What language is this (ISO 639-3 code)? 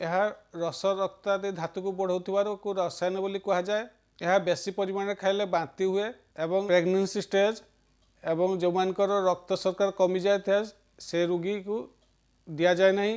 ori